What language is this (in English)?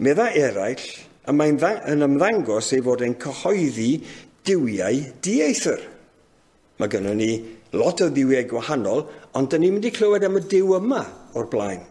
Welsh